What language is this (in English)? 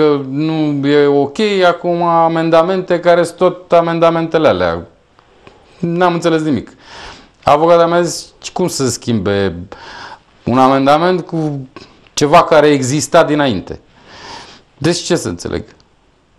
Romanian